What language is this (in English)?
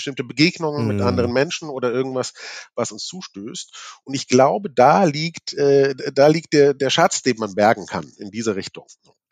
German